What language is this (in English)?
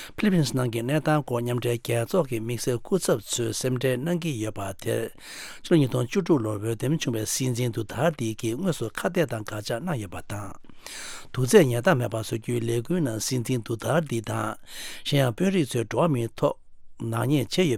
Tibetan